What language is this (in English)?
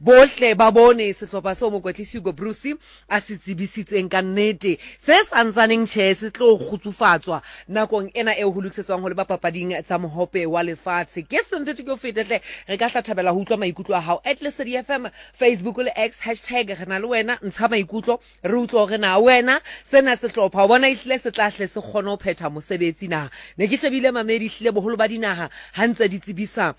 Southern Sotho